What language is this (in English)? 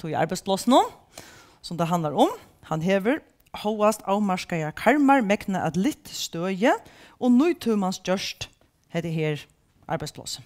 Faroese